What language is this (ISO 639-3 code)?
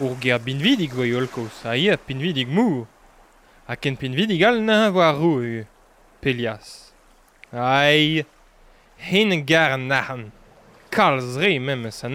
bre